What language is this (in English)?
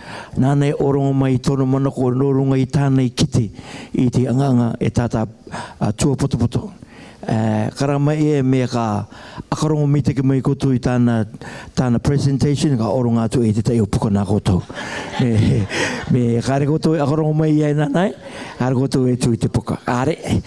Rarotongan